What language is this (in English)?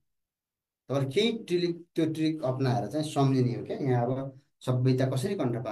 Nepali